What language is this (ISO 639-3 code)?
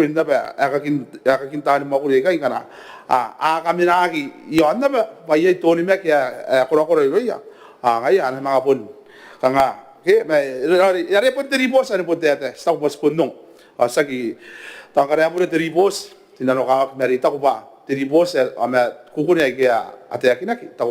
gil